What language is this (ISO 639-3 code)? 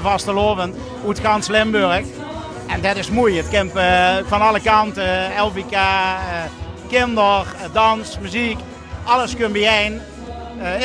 lim